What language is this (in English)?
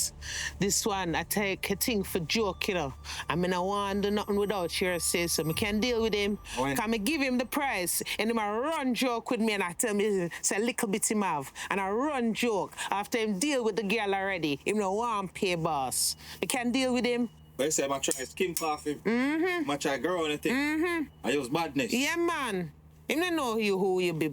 Jamaican Creole English